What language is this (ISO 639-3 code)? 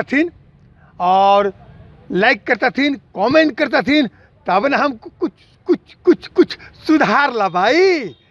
mag